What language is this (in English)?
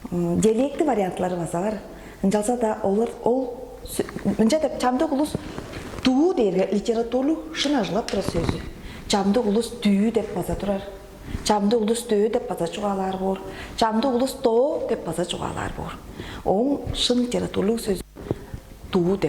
Tuvinian